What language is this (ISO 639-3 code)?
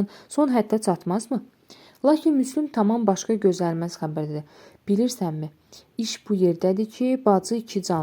aze